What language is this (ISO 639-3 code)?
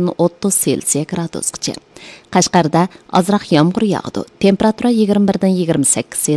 uig